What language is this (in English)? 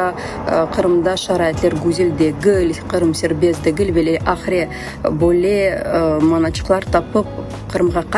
Crimean Tatar